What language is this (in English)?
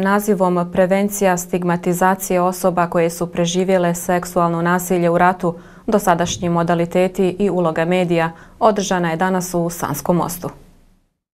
Bosnian